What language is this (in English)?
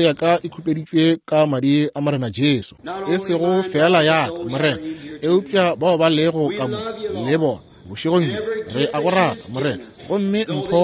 Northern Sotho